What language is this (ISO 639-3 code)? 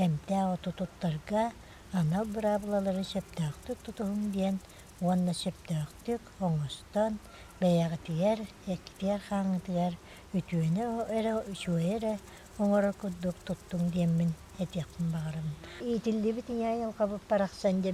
sah